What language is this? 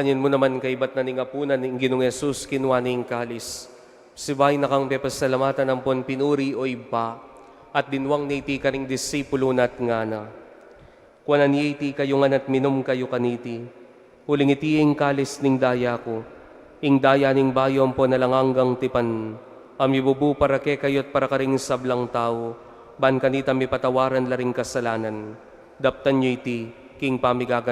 Pampanga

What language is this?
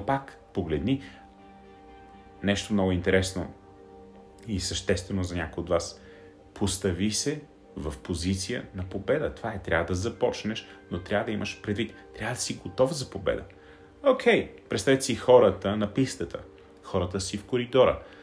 Bulgarian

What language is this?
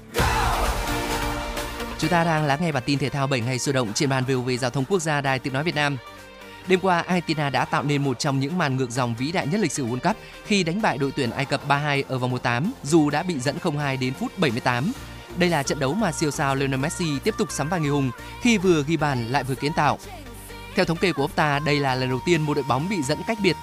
Vietnamese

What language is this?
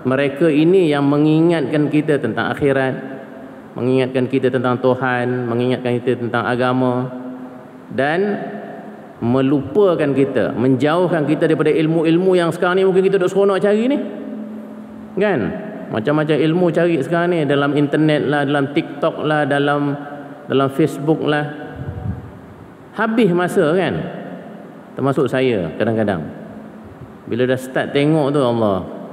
Malay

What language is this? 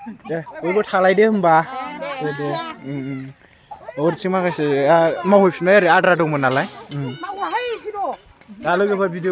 Bodo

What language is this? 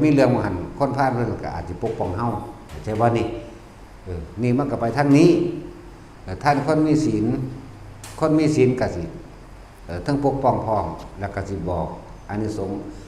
Lao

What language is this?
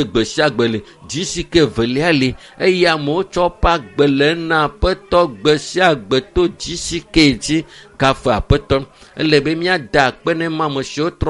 Ewe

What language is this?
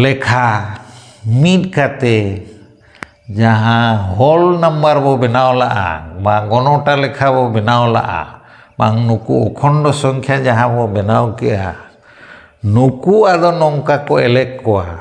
Santali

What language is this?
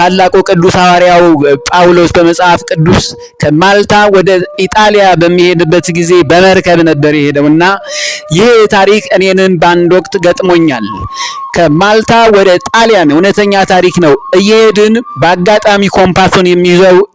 Amharic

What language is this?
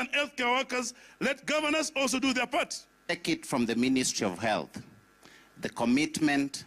Gusii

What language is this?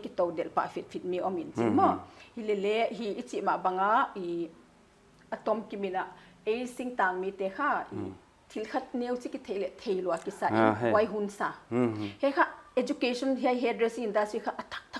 Paite Chin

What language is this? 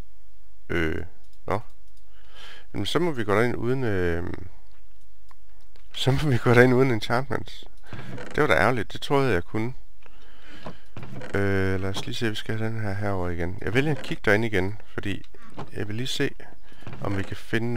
Danish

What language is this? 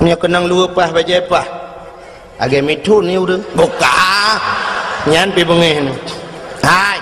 Achinese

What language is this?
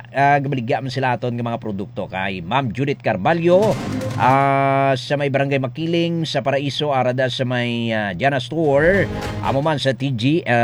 Hiligaynon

